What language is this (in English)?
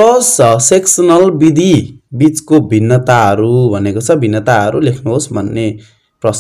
Nepali